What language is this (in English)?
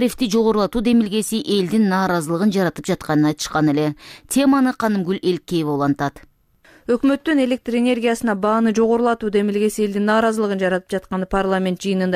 Kyrgyz